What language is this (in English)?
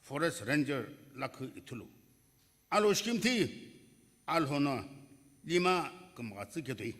Sumi Naga